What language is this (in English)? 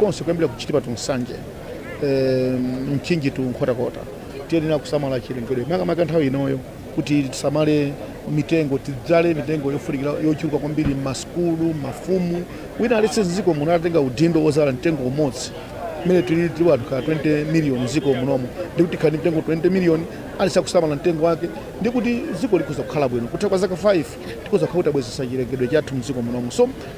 Nyanja